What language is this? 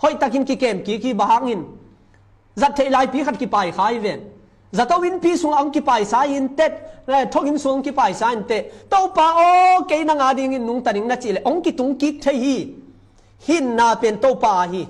Tedim Chin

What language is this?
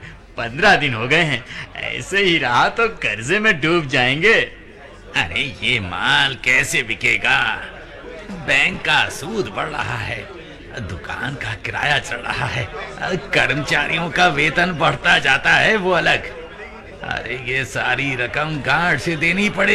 Hindi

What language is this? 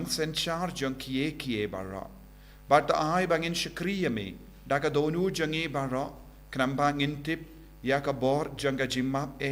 Khasi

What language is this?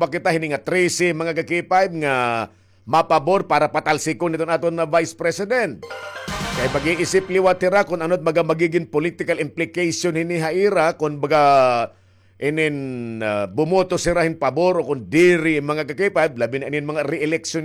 Waray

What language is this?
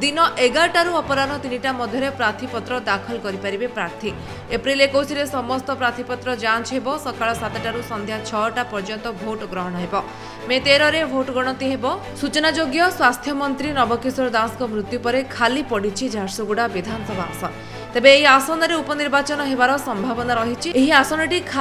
Odia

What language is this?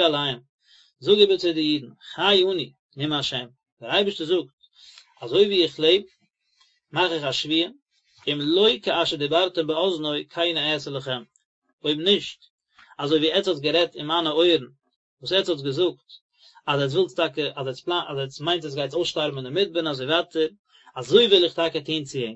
Yiddish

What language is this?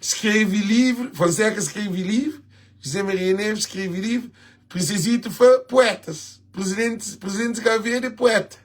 Kabuverdianu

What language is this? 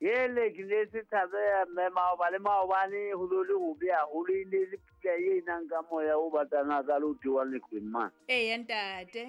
Southern Sotho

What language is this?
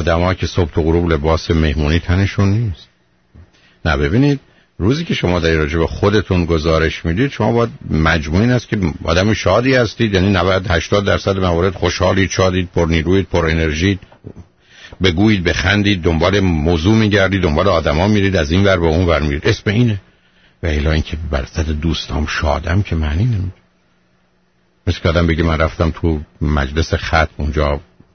Persian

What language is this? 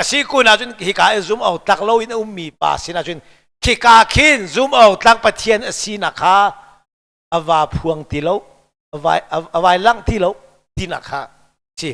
Hakha Chin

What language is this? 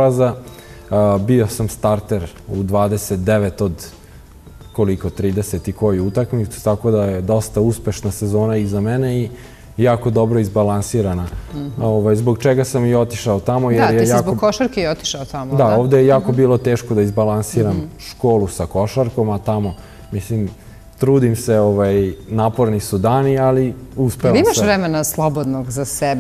Serbian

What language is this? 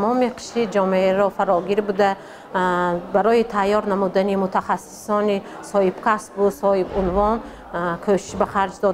Tajik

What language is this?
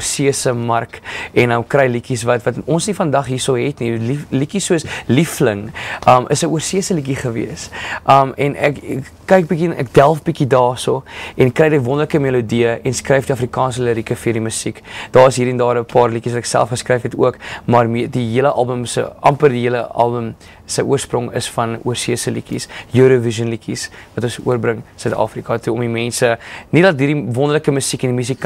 Afrikaans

